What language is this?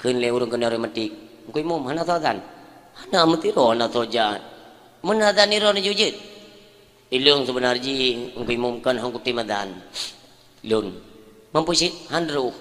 Achinese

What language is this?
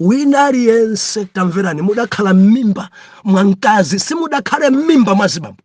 Nyanja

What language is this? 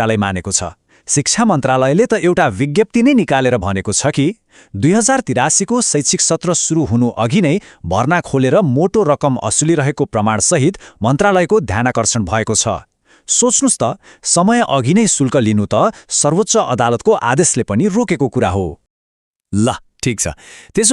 Nepali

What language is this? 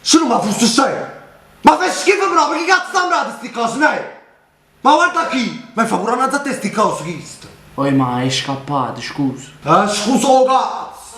Neapolitan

